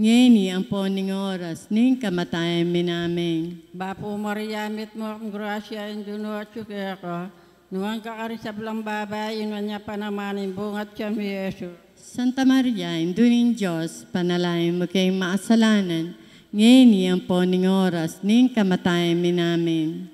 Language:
Pampanga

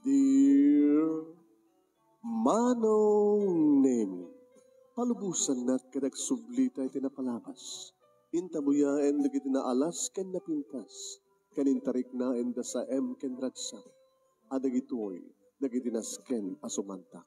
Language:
Iloko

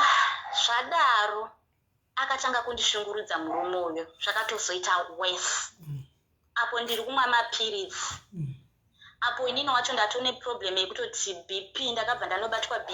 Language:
Shona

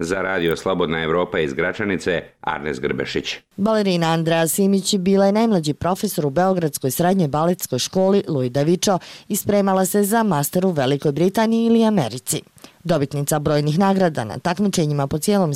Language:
Croatian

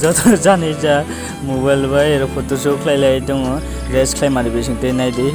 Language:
Kok Borok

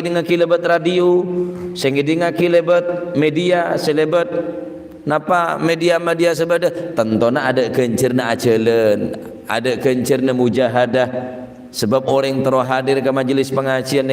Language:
Madurese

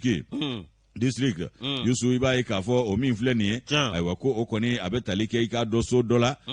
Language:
Bambara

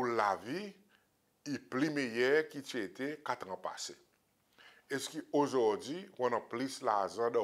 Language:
Seselwa Creole French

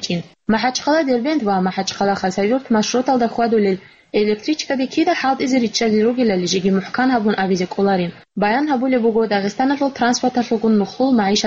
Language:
Avaric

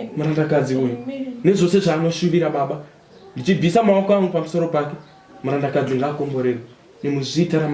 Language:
Shona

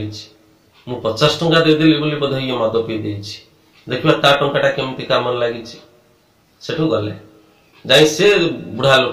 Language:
Odia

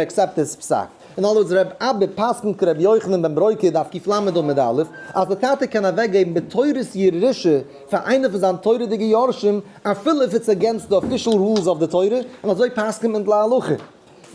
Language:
Yiddish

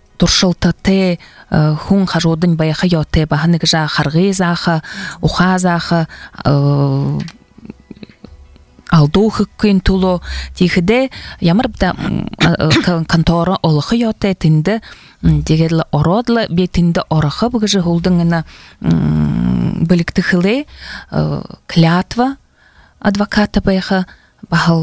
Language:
Buriat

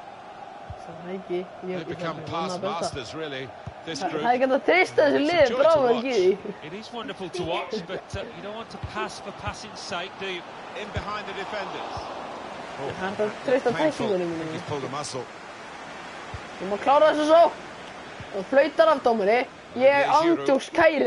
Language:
Icelandic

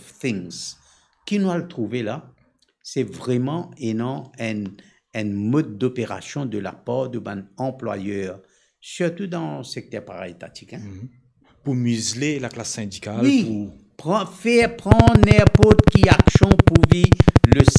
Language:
Morisyen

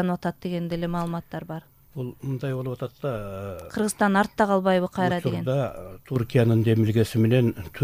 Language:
Kyrgyz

